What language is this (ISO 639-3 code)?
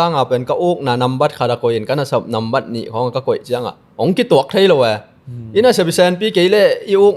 ctd